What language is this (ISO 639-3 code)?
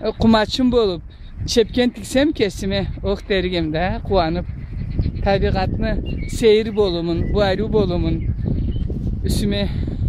krc